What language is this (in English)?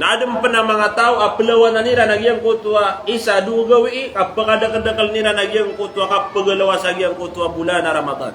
Maranao